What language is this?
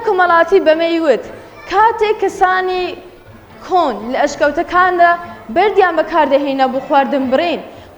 Central Kurdish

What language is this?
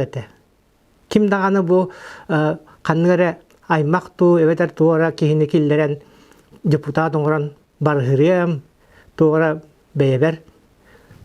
Yakut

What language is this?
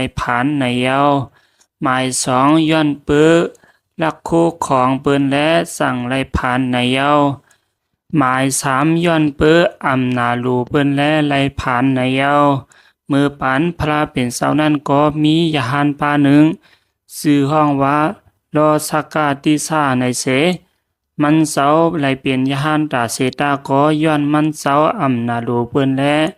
Shan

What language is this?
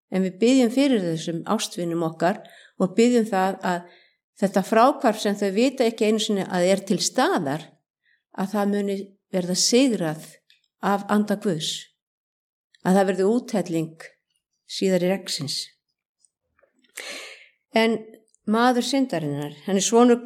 Icelandic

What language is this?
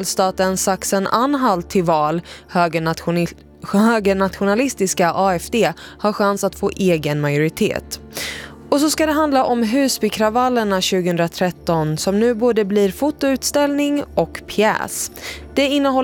Swedish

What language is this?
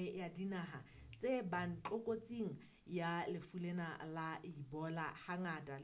Southern Sotho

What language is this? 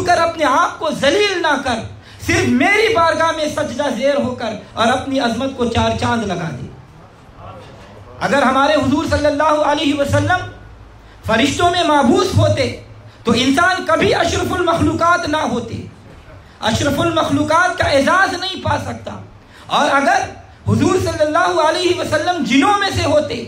Urdu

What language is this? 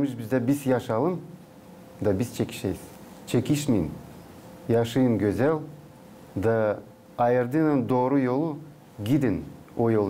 Gagauz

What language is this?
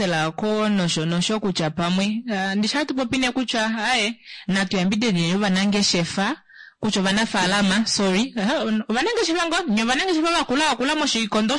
Kuanyama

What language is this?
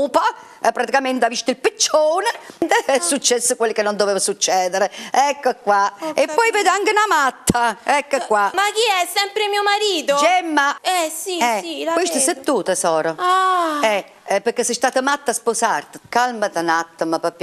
Italian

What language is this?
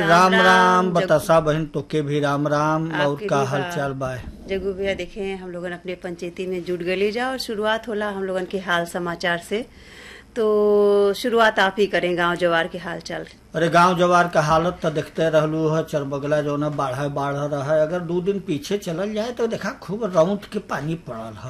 Bhojpuri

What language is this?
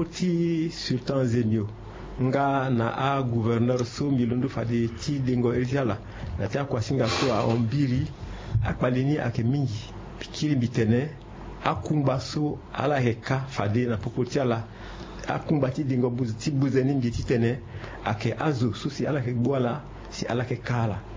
Sango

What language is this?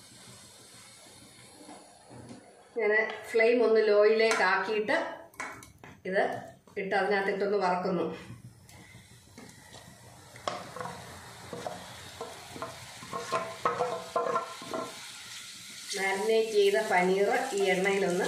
Malayalam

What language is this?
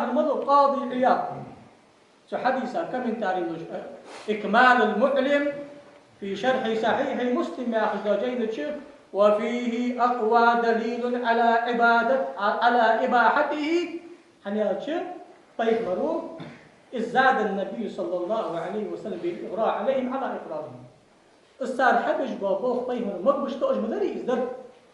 Ingush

